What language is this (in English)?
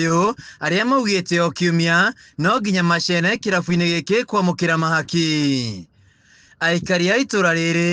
Kikuyu